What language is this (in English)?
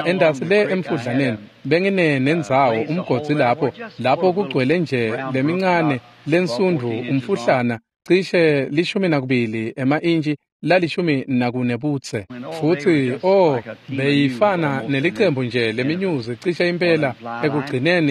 Swati